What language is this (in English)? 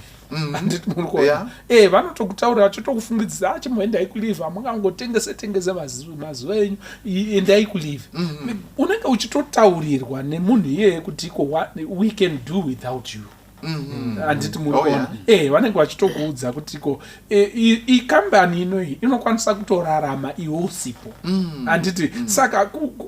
Shona